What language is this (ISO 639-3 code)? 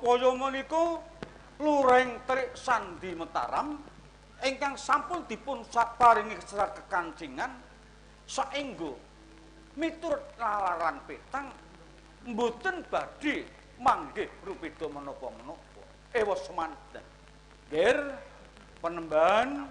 jav